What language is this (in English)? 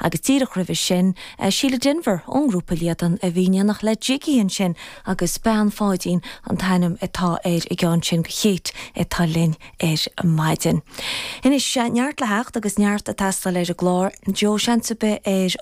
Irish